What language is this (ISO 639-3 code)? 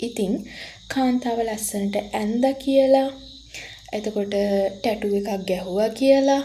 sin